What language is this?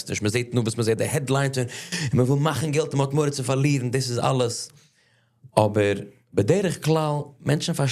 Yiddish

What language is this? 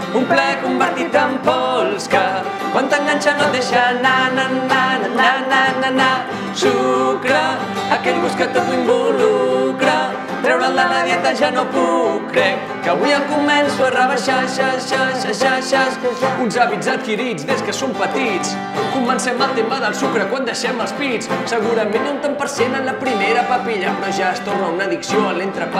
Catalan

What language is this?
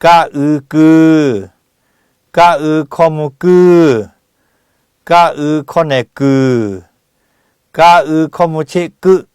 Lahu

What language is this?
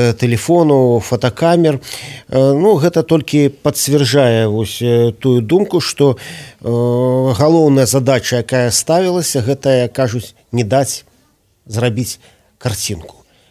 Belarusian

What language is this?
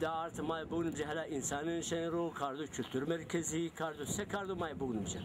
Zaza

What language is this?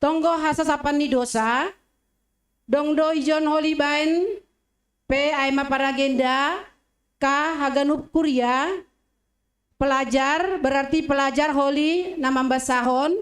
Batak Simalungun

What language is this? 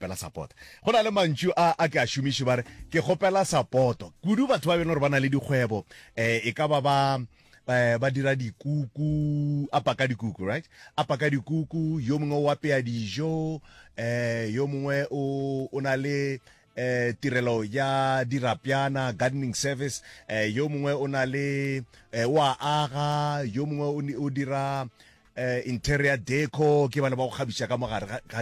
Northern Sotho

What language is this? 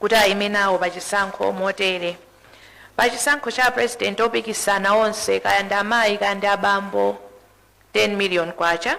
Nyanja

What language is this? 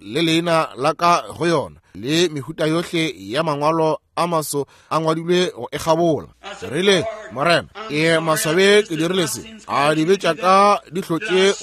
Northern Sotho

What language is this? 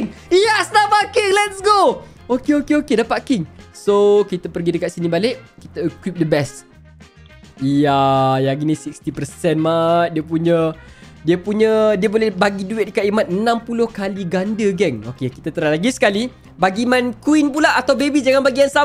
Malay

